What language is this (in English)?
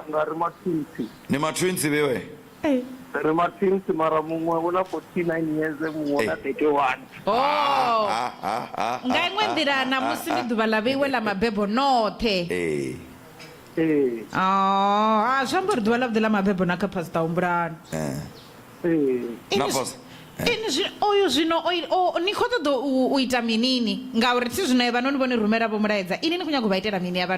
Venda